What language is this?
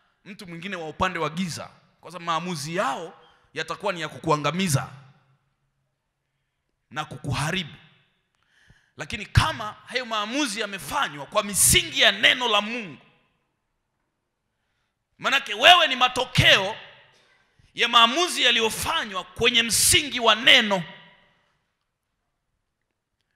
Swahili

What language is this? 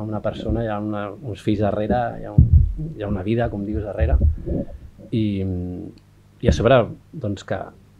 Catalan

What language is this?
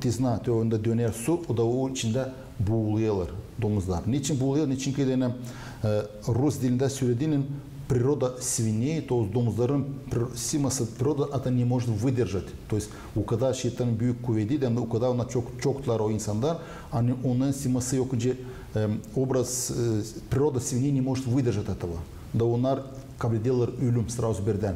Gagauz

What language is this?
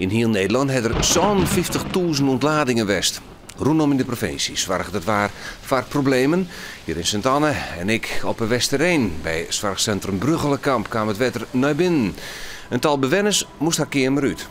Western Frisian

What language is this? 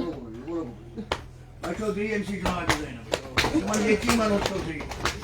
Kashmiri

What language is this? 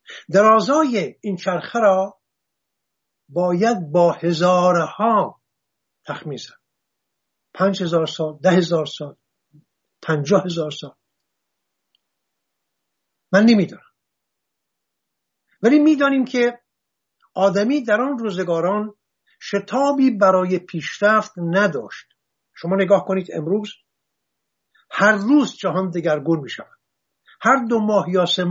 Persian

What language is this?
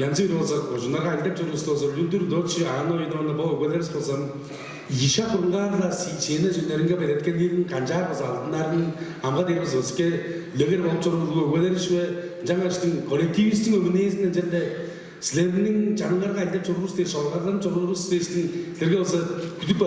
Tuvinian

